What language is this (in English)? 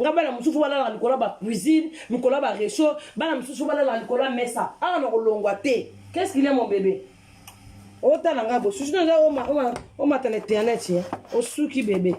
Lingala